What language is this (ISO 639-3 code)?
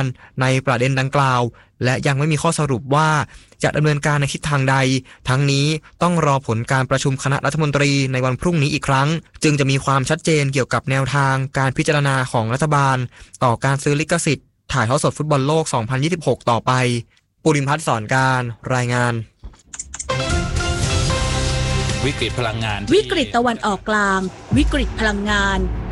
tha